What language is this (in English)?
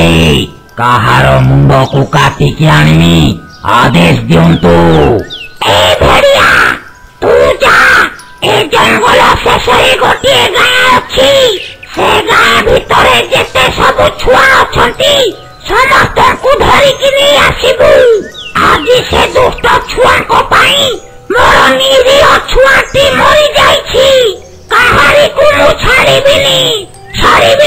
Odia